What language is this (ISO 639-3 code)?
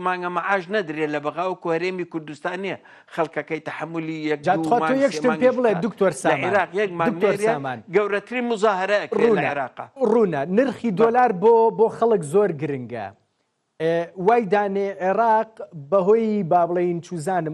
ckb